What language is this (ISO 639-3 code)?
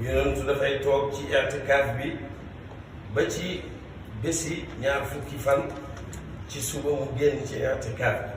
wol